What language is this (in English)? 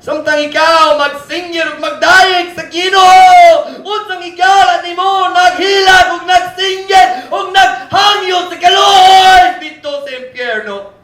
Cebuano